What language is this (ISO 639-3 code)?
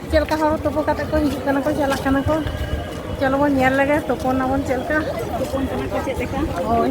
sat